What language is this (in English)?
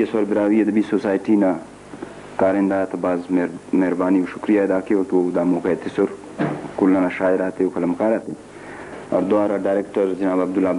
Brahui